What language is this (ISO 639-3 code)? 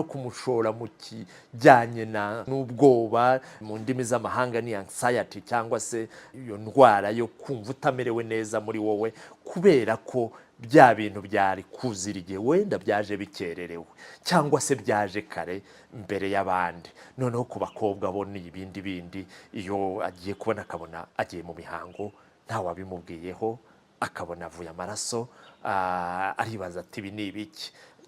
kin